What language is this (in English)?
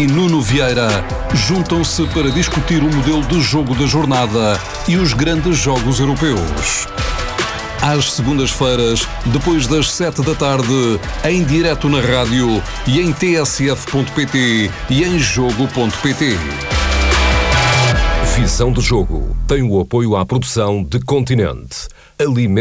Portuguese